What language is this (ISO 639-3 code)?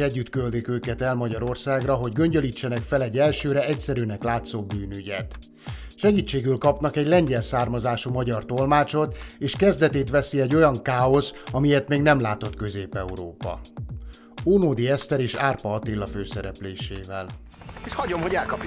hun